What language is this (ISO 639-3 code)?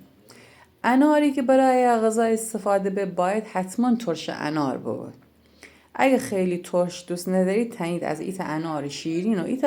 glk